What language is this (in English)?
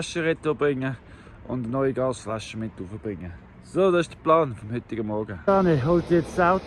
Swiss German